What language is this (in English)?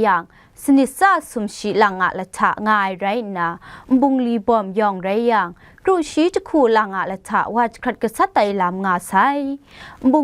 Kachin